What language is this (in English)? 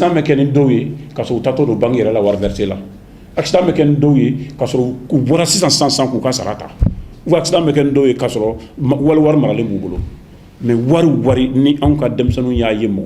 Bambara